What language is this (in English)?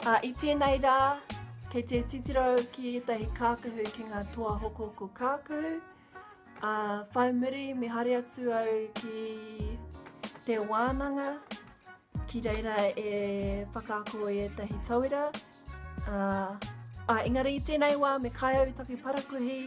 Māori